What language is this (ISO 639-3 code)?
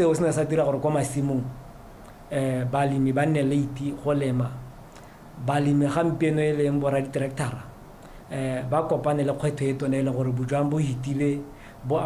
tsn